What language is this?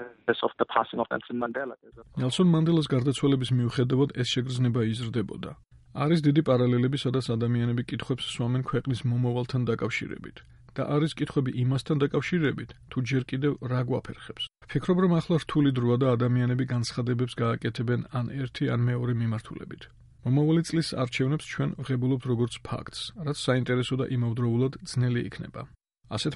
Georgian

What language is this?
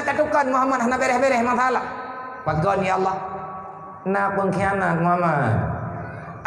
Achinese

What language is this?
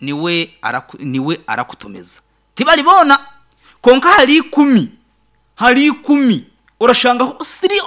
Nyankole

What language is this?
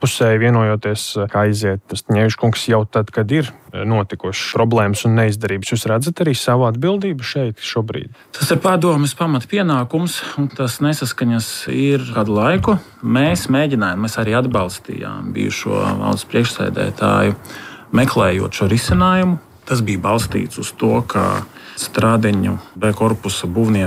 Latvian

